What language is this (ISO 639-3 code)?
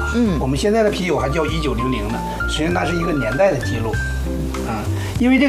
zho